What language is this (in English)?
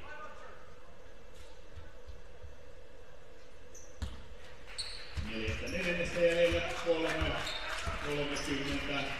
Finnish